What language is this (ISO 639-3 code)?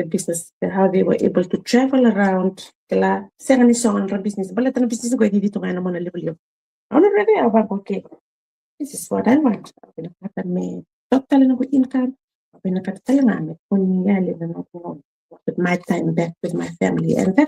fij